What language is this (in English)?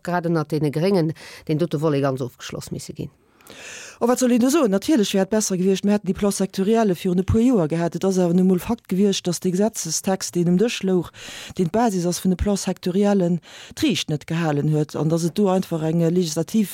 Luxembourgish